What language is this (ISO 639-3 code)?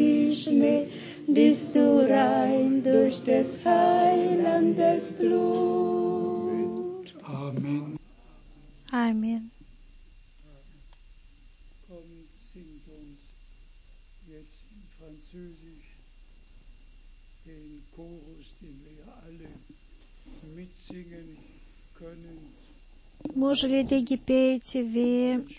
bul